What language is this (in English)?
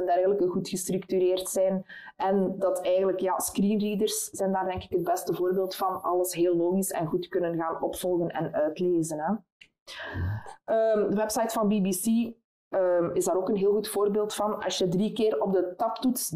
Dutch